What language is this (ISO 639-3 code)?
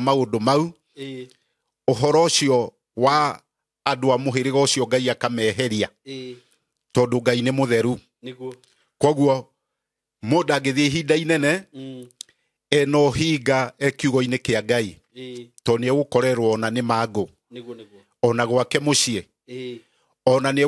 kik